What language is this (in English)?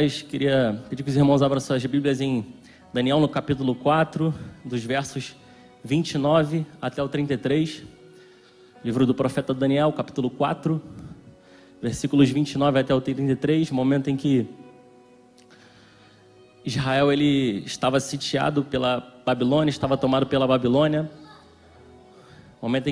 Portuguese